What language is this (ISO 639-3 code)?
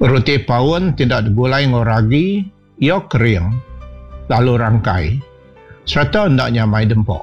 iba